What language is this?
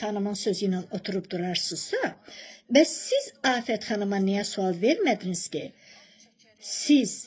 Azerbaijani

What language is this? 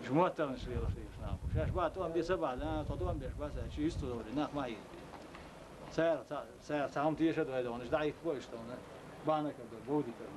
Chechen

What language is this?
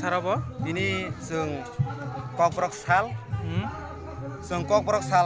Kok Borok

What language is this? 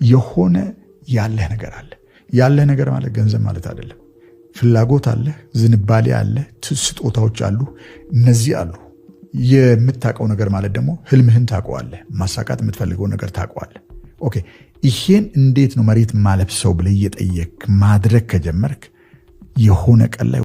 Amharic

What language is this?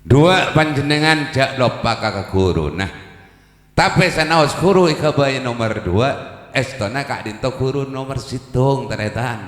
Madurese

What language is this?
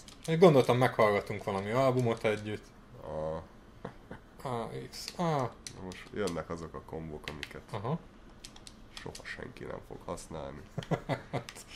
Hungarian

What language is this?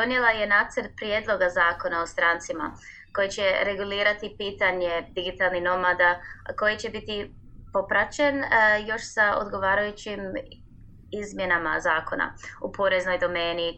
Croatian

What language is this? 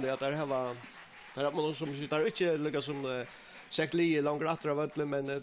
Faroese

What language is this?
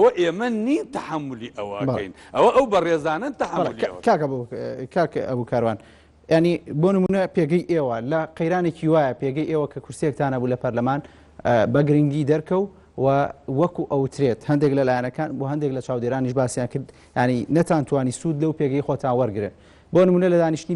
Central Kurdish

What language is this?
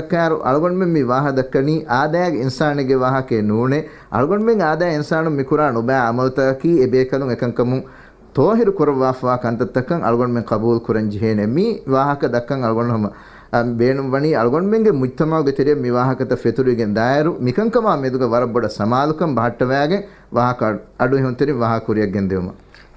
Divehi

